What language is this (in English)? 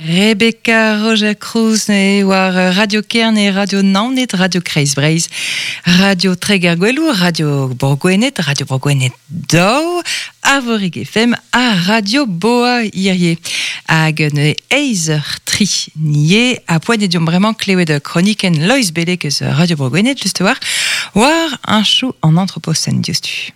Breton